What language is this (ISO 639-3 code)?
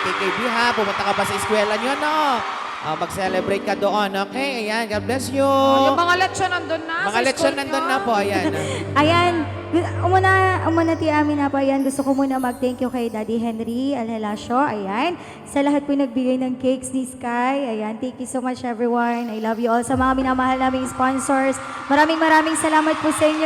ilo